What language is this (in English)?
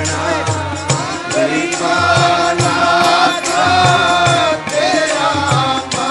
Punjabi